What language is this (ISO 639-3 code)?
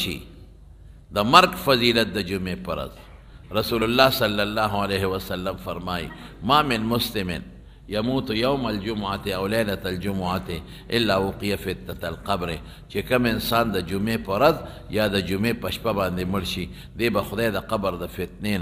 pus